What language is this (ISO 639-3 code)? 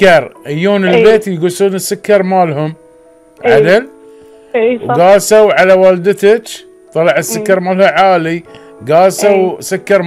afb